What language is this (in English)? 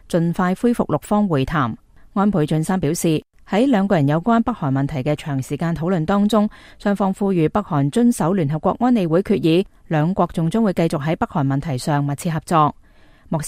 Cantonese